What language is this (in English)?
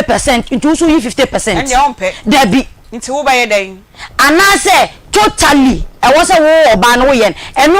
Akan